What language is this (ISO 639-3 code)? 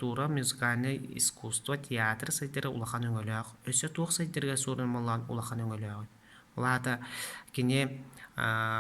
sah